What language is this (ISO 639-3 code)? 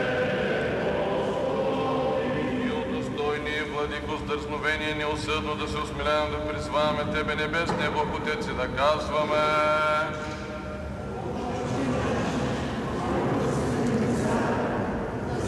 bul